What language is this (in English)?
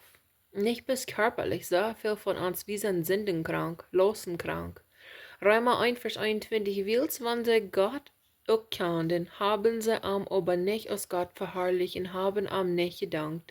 Plautdietsch